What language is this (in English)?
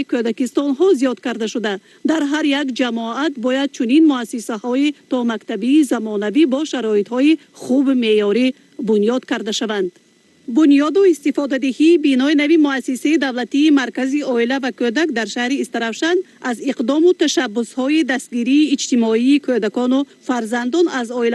Tajik